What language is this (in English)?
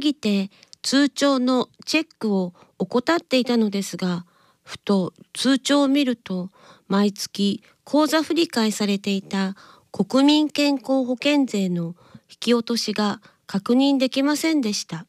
Japanese